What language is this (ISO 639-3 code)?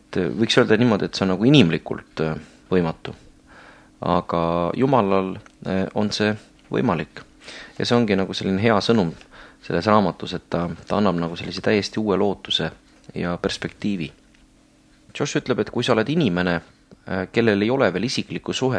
est